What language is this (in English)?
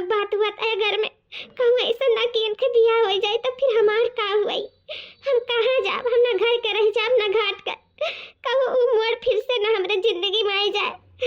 Awadhi